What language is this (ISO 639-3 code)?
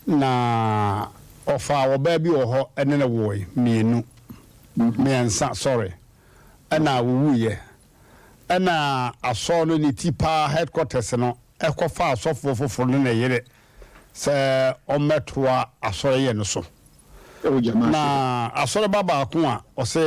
aka